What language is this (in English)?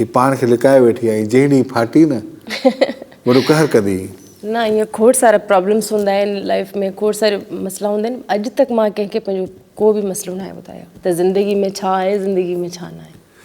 Sindhi